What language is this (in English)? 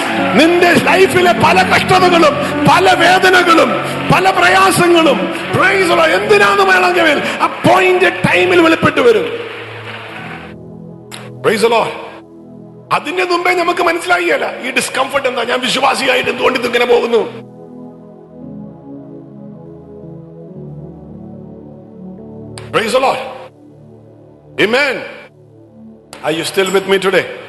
Malayalam